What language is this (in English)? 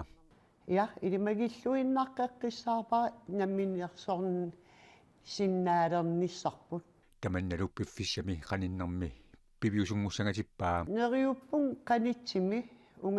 Kalaallisut